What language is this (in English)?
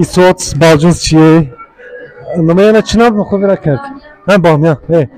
Zaza